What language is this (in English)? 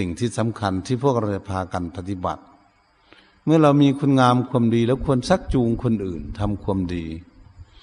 Shan